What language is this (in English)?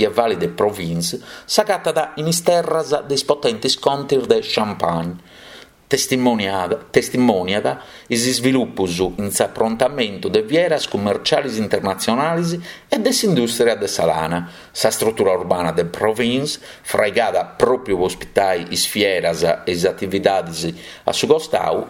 Sardinian